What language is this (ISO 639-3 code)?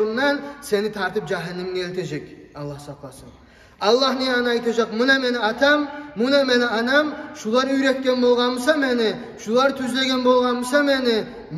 kum